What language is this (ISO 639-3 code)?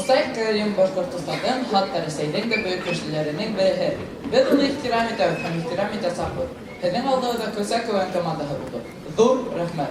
bak